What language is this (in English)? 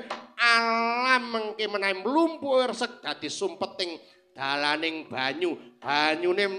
Javanese